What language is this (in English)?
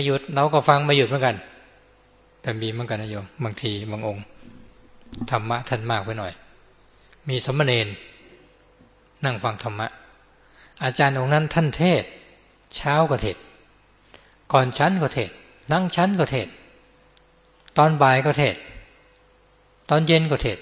Thai